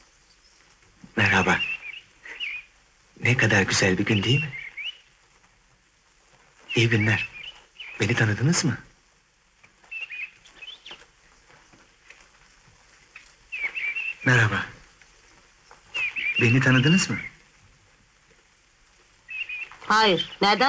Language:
Turkish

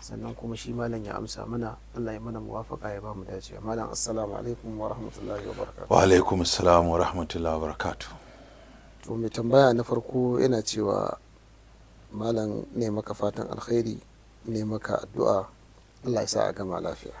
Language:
Hausa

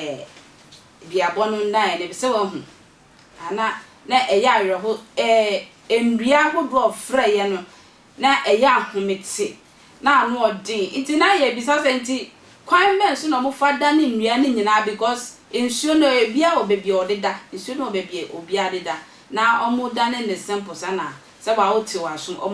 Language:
Akan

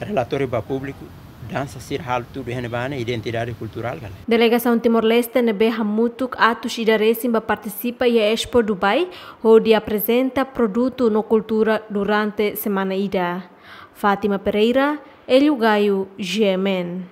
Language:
Tetum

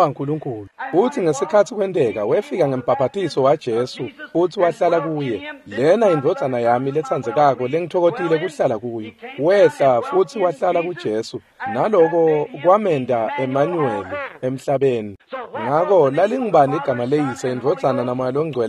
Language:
Swati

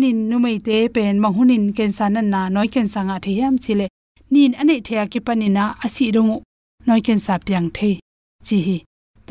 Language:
Tedim Chin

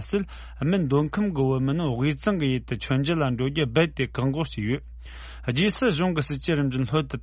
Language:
Tibetan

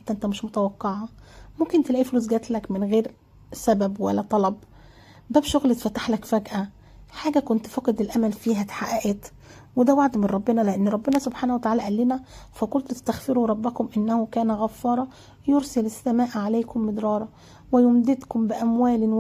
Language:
Egyptian Arabic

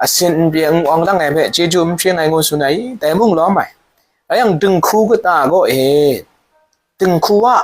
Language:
Kachin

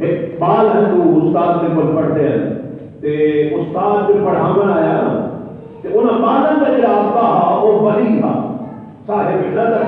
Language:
Saraiki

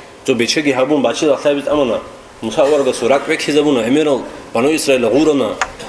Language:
Avaric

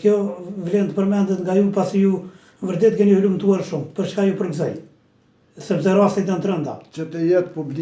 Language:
Albanian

